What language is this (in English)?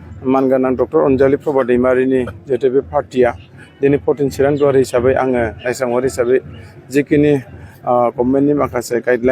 Bodo